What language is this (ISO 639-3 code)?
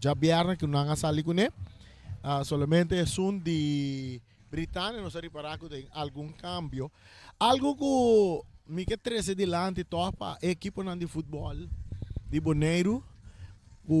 pap